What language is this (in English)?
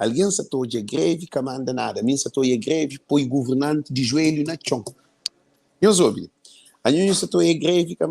Kabuverdianu